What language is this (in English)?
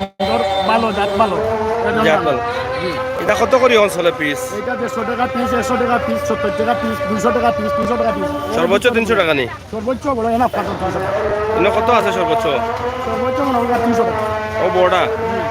Sylheti